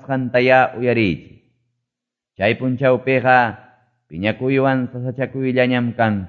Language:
Quechua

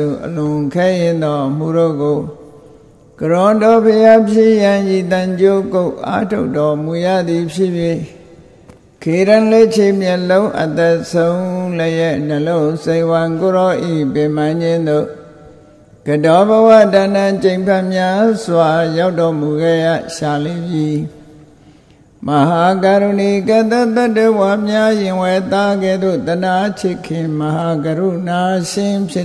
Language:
Burmese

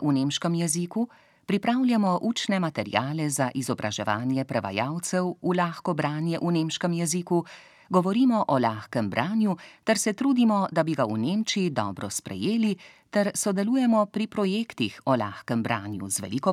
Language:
Slovenian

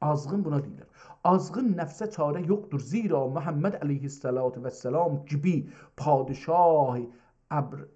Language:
South Azerbaijani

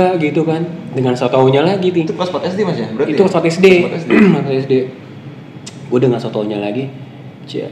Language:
Indonesian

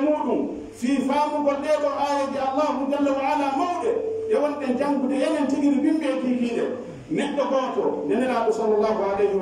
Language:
Pular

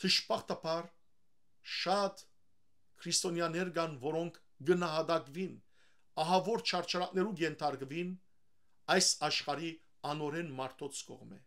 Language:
Western Armenian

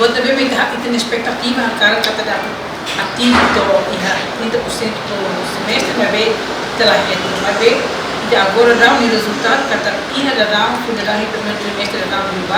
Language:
Tetum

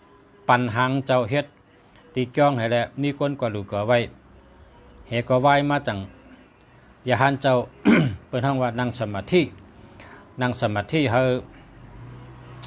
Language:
Shan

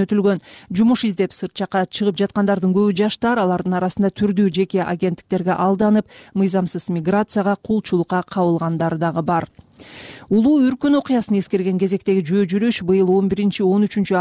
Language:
Kyrgyz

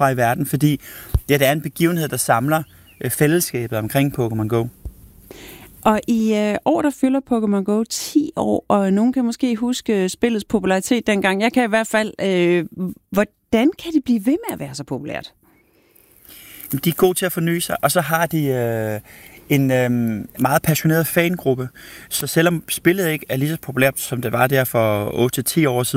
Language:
Danish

